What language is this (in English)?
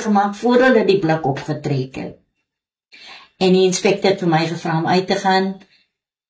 Afrikaans